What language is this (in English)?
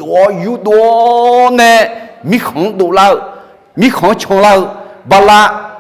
Akha